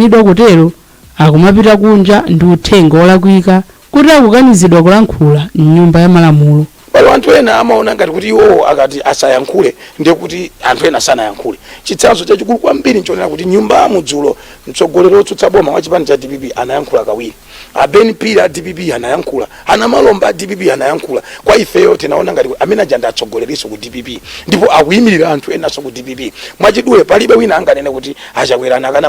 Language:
Nyanja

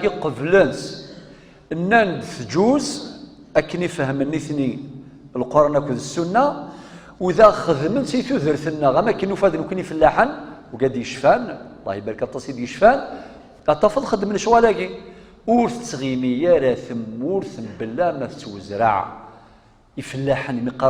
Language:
Kabyle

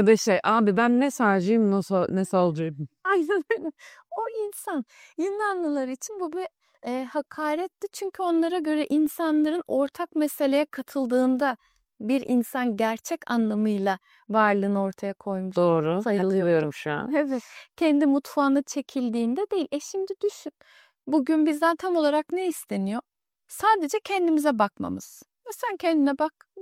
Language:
Turkish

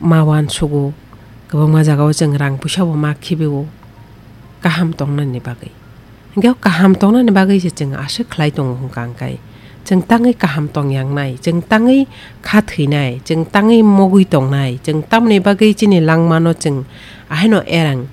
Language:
Kok Borok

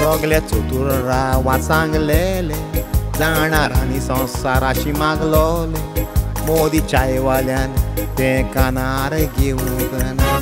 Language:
Konkani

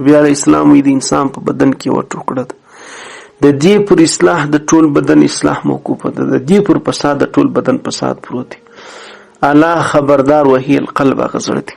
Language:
Pashto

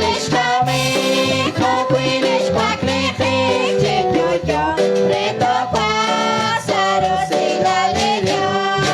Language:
Kekchí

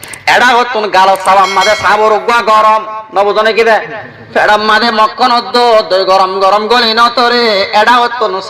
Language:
Rohingya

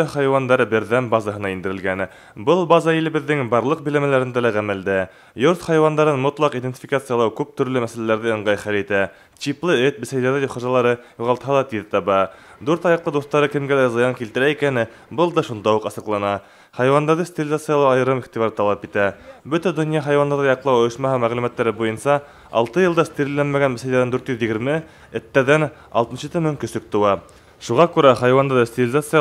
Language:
Bashkir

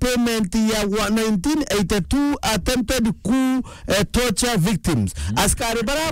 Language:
Meru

